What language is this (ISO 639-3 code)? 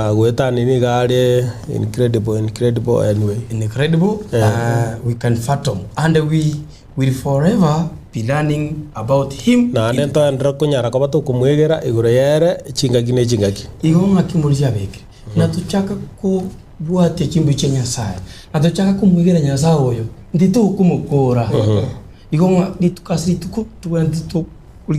guz